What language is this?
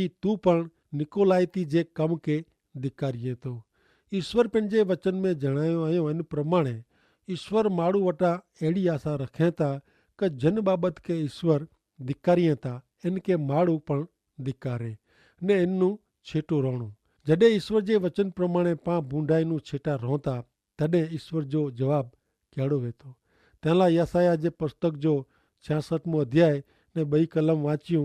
Kachhi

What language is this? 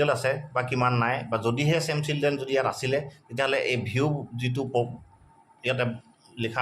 Assamese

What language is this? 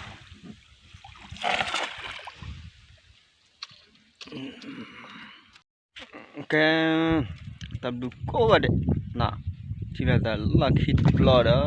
S'gaw Karen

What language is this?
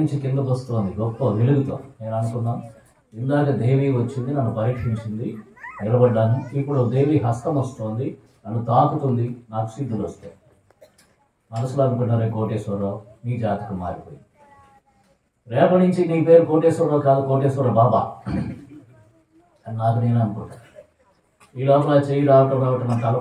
Telugu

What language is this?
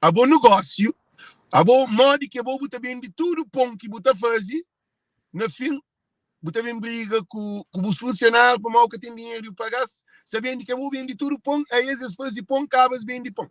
Kabuverdianu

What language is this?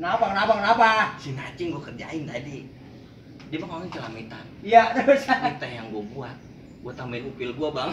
Betawi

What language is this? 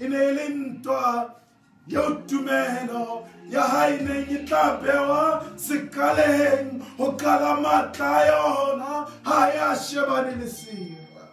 Southern Sotho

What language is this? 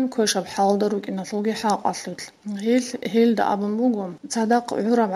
Avaric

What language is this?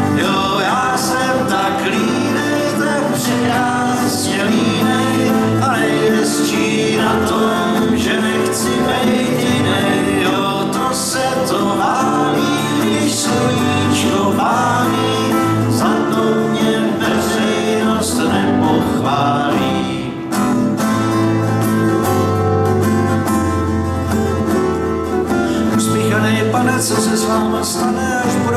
Czech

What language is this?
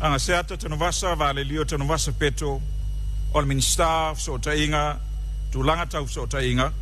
Samoan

